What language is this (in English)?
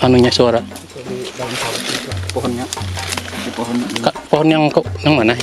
Banjar